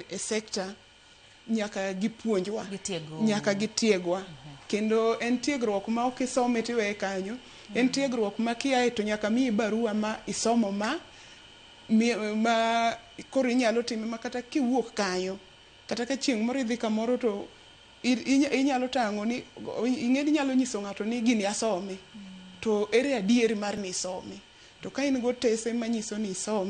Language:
Luo (Kenya and Tanzania)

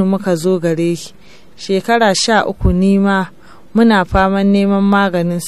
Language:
Hausa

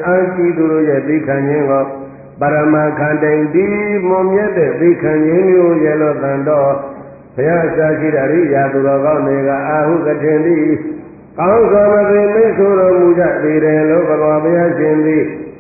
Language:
Burmese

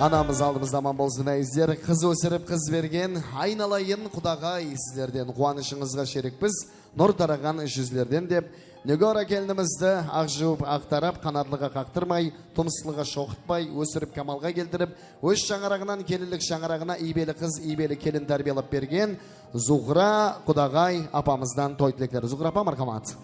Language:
Kara-Kalpak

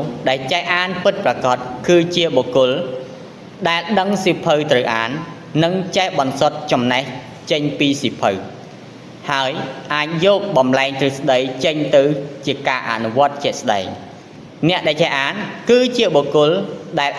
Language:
Khmer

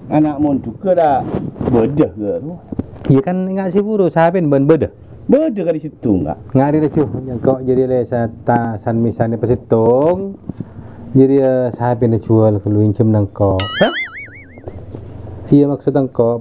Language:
Madurese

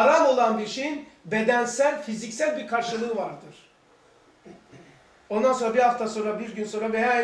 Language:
Turkish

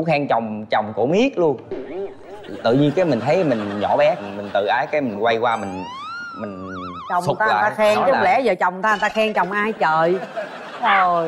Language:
Vietnamese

